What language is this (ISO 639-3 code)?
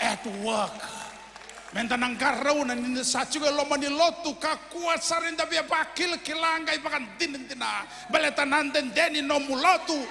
fij